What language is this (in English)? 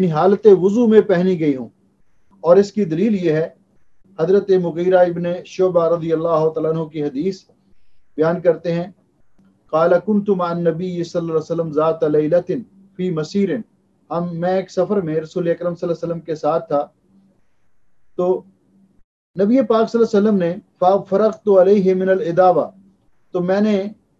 Urdu